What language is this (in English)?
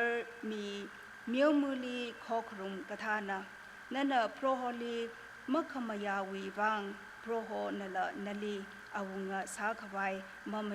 Tangkhul Naga (India)